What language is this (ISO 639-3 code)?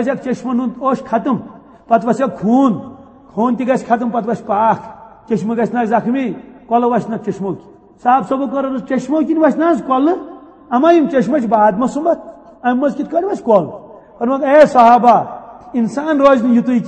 kas